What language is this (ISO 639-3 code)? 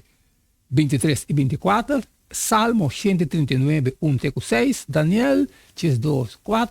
pap